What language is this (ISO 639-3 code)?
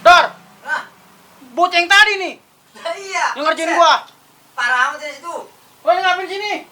bew